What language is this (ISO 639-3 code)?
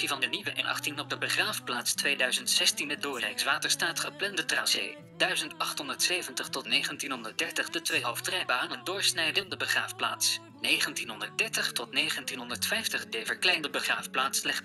nld